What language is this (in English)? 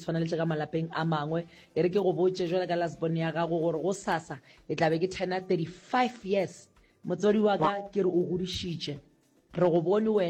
Northern Sotho